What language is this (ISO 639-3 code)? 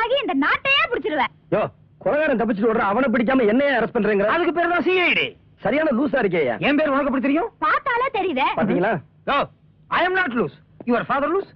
tam